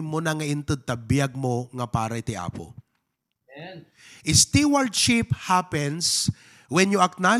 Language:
Iloko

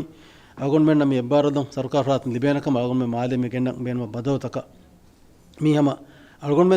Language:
Divehi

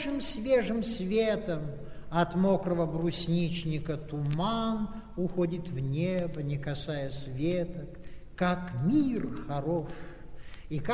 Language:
Russian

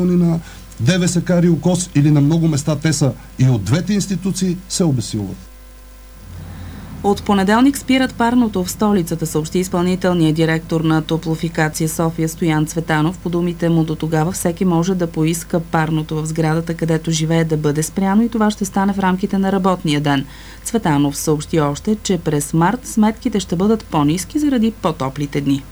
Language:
Bulgarian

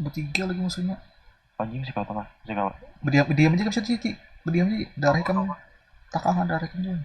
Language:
Banjar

